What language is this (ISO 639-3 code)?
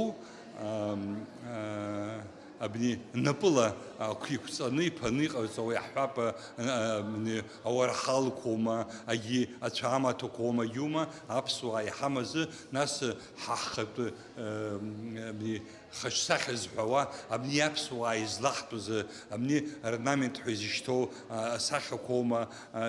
abk